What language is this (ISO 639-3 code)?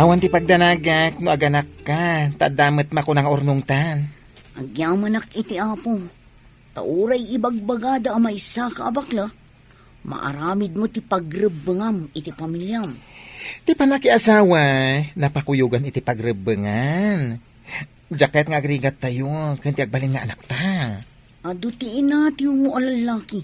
ilo